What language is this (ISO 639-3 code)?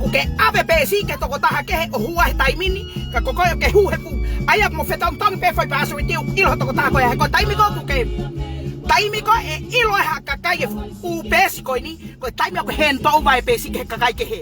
ton